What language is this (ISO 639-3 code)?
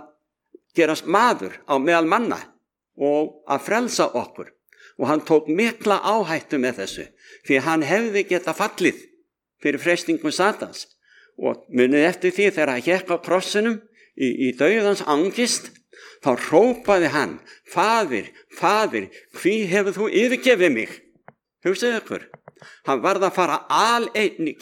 isl